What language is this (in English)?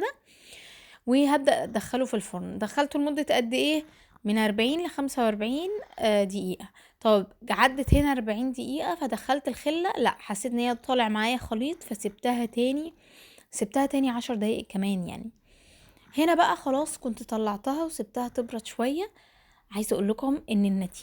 Egyptian Arabic